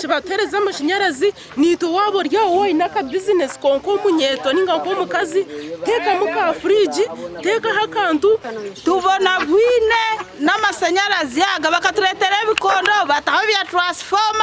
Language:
Nyankole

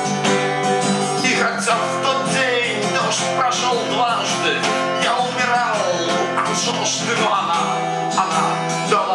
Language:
Russian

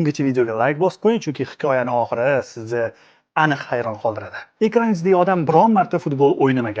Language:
Uzbek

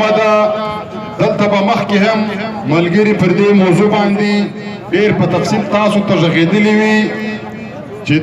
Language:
Pashto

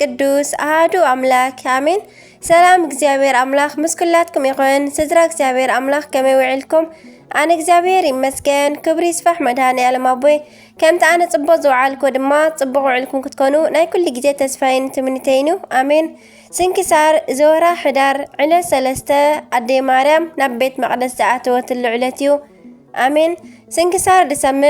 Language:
Tigrinya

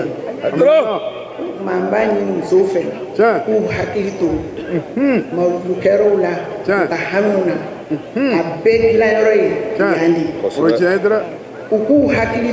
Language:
Bambara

